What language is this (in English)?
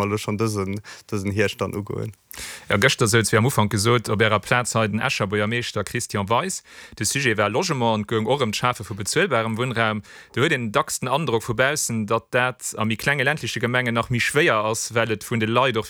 Luxembourgish